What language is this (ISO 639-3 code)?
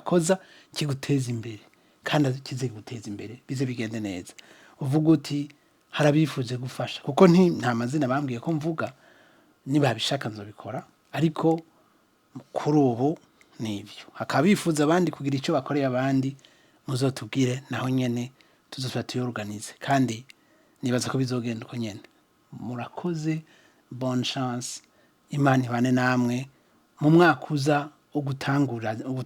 run